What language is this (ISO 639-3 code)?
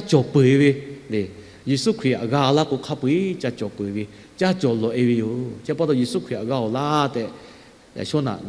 lhu